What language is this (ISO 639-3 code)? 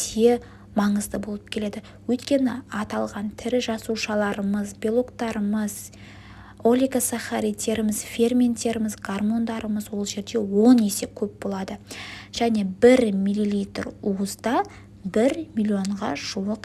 kaz